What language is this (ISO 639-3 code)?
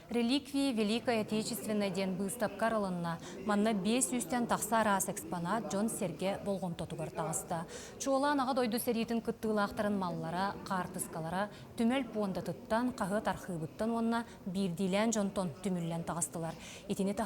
sah